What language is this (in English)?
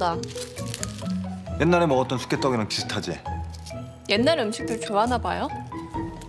Korean